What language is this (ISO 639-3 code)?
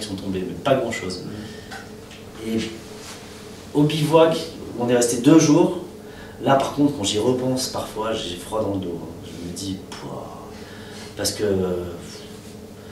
fra